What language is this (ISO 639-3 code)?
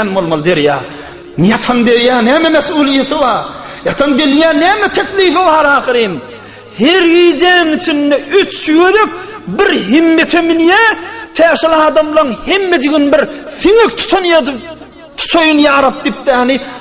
tuk